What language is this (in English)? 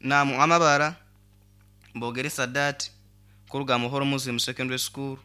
Nyoro